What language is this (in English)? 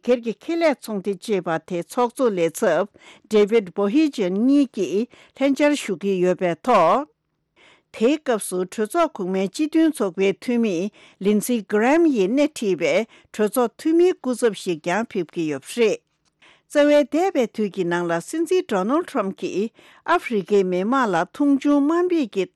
Tibetan